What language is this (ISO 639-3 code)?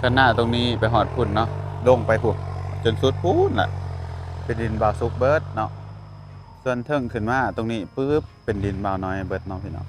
lao